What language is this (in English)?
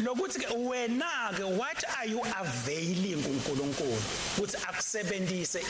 Swati